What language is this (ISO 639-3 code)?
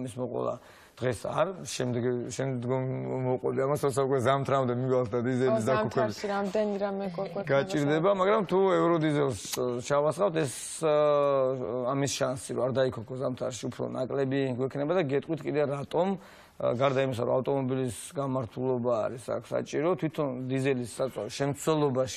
kat